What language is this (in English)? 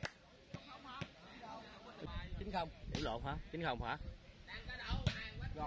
Vietnamese